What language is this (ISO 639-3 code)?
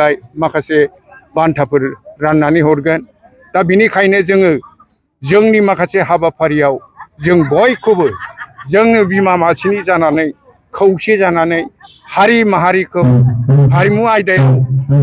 brx